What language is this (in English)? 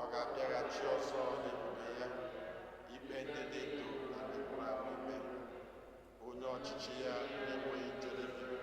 Igbo